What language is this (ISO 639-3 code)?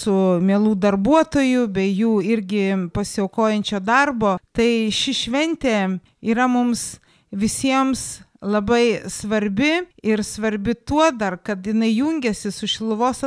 lit